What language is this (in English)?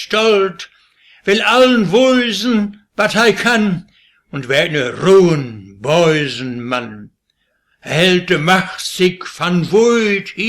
Westphalien